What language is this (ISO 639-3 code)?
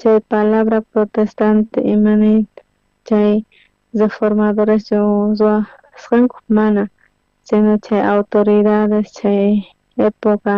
quh